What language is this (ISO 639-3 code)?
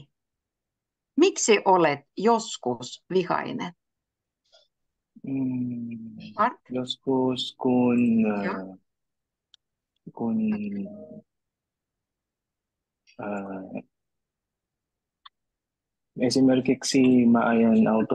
fin